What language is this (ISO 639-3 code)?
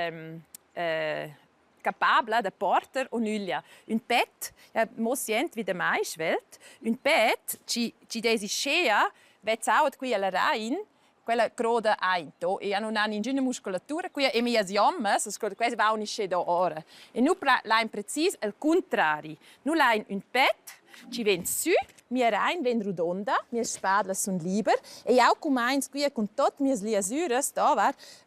roh